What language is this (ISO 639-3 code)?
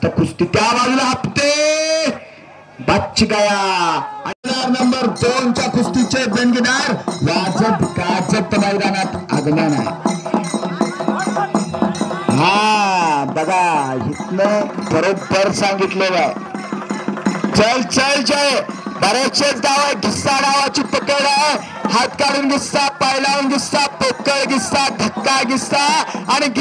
mar